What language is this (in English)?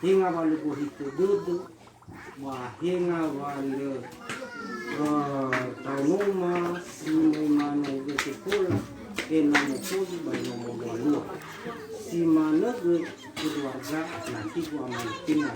Nias